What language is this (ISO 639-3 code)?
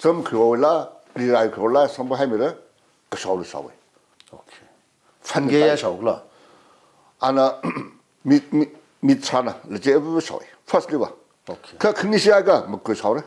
nmf